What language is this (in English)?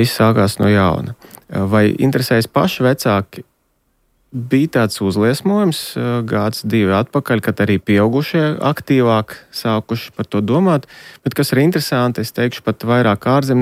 Latvian